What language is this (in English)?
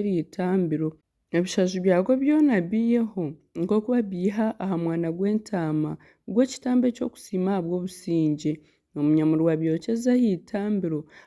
Nyankole